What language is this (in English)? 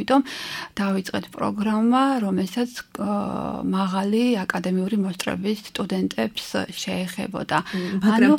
Georgian